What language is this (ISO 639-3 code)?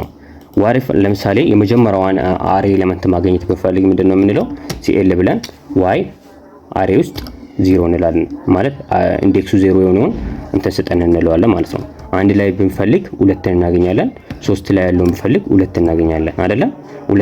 amh